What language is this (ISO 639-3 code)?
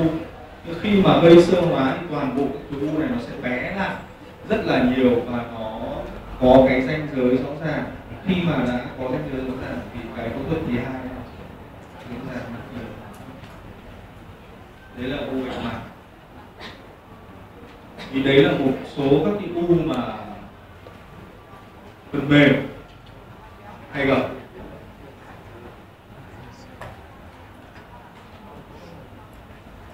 vie